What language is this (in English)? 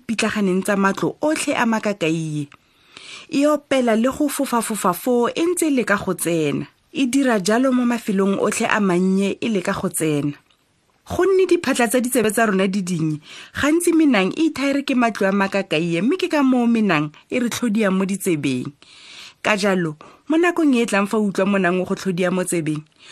Tswana